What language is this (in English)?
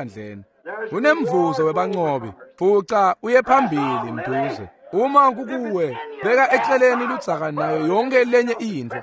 Swati